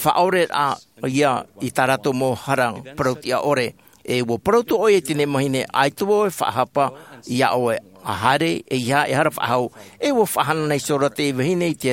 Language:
Tahitian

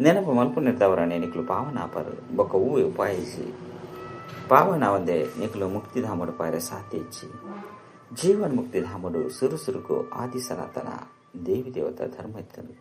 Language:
Tulu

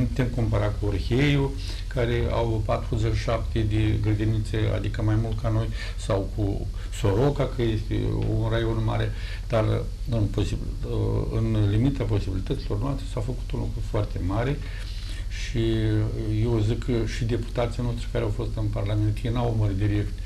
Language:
Romanian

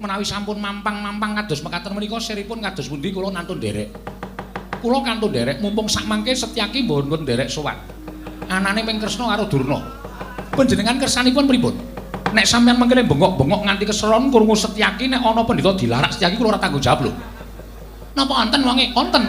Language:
Javanese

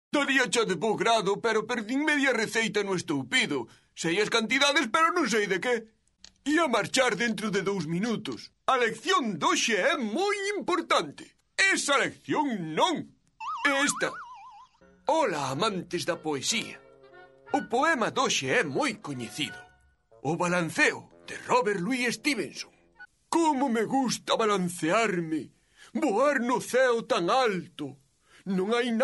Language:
Galician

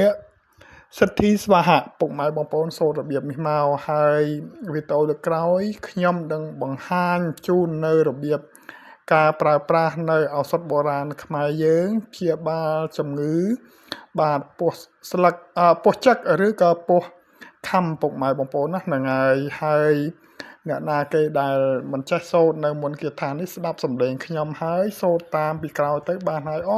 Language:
Khmer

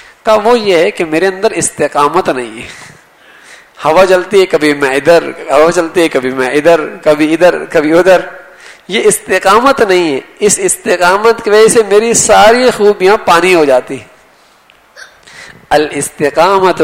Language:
Urdu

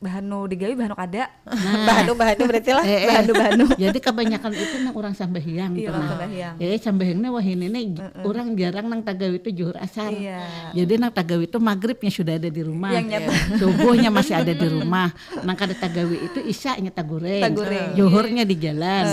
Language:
Banjar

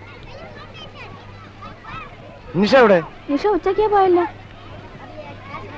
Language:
Malayalam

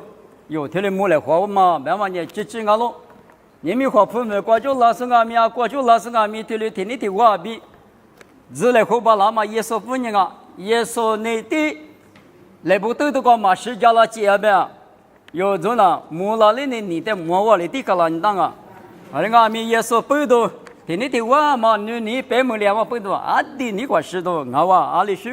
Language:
Lisu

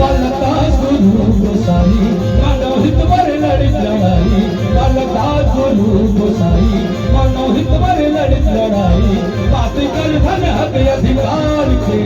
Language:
Chhattisgarhi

